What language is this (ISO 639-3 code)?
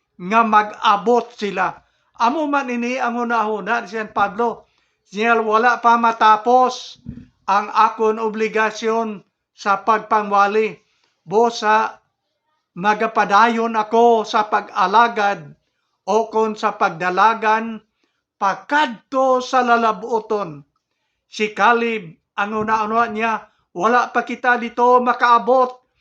hil